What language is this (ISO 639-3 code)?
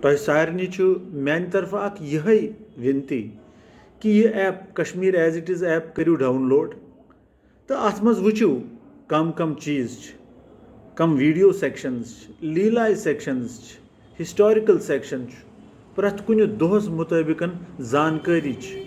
kas